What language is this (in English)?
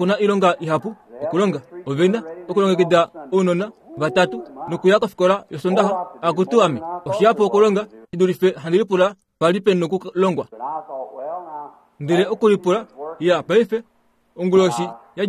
Kuanyama